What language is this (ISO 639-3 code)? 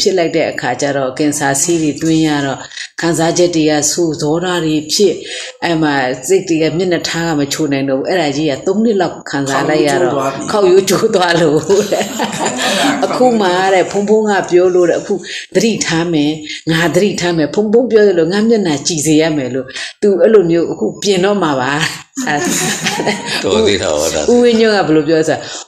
mya